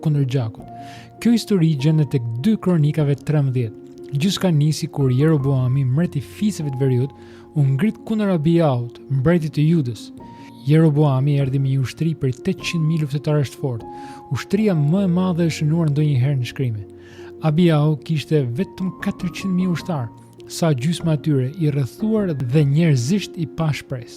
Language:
Albanian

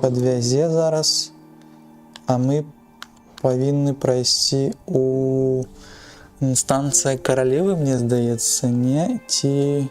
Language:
Belarusian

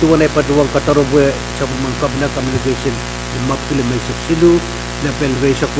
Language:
Pohnpeian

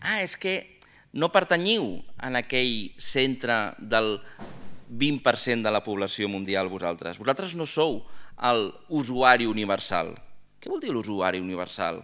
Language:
Catalan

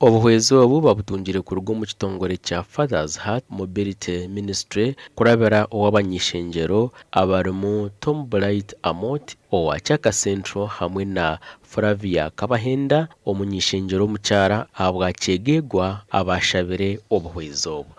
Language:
Nyankole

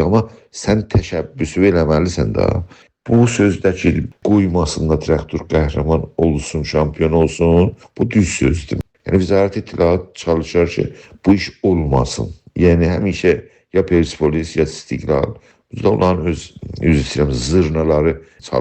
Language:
South Azerbaijani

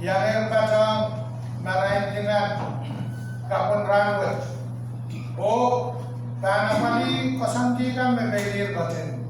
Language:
Pohnpeian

